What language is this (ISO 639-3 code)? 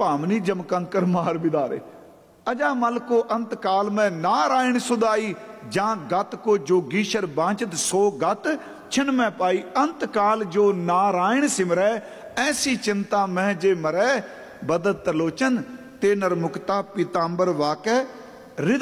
pan